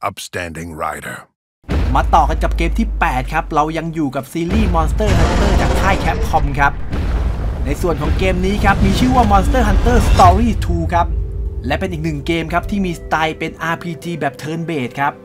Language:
Thai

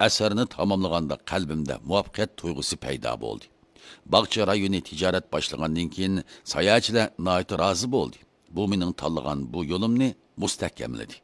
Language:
Uyghur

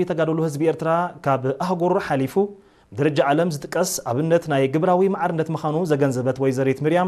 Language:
Tigrinya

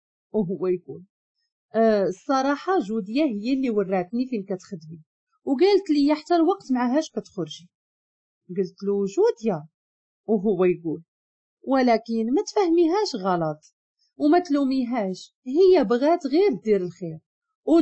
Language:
Moroccan Arabic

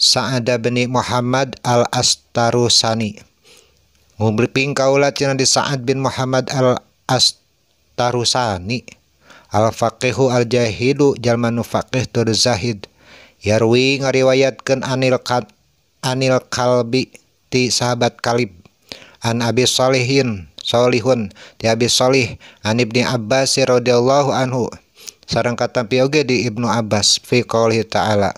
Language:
Sundanese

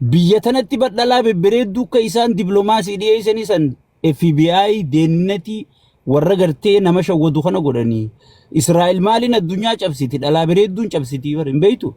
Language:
Oromo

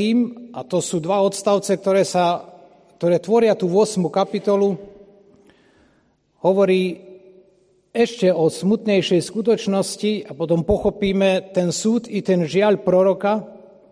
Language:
Slovak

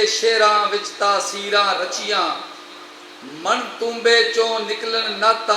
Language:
Western Panjabi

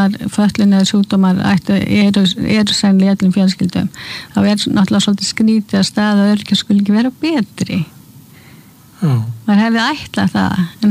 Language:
Icelandic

